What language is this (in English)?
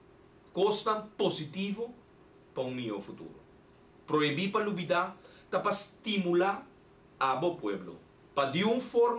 Papiamento